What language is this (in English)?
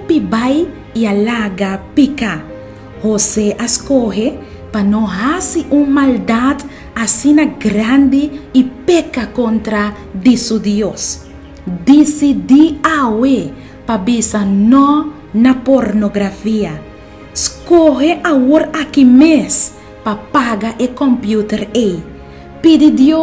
Papiamento